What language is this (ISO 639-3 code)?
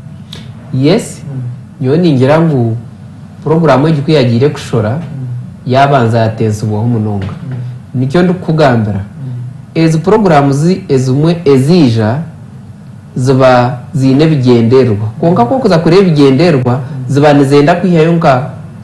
nyn